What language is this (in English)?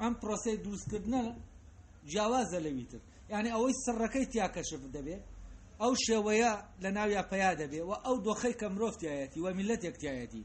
Central Kurdish